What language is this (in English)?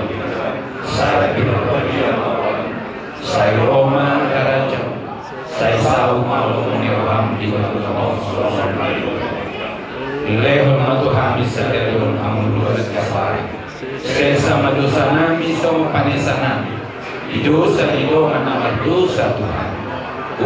Batak Toba